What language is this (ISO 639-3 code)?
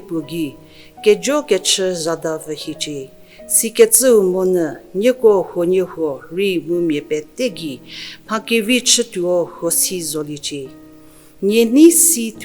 njm